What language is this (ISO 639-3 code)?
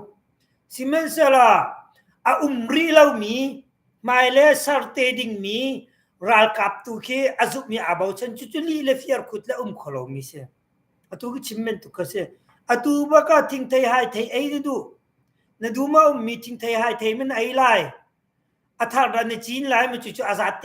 cnh